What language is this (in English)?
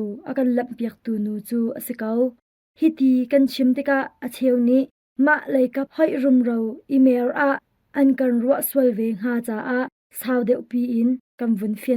Hakha Chin